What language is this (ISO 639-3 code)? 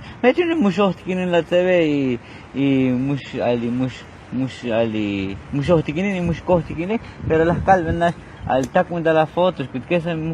tzo